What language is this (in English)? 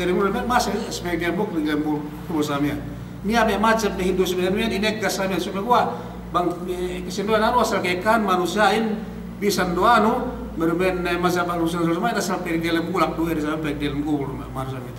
Yakan